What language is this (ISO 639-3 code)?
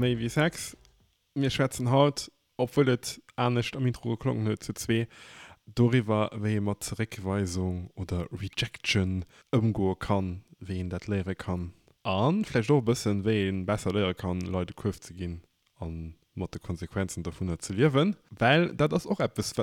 ltz